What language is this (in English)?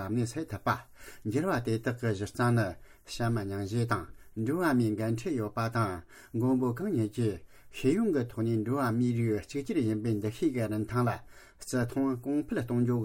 Tibetan